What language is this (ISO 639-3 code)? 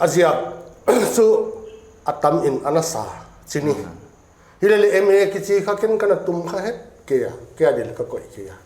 pck